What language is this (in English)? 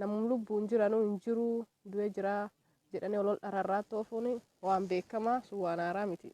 Oromo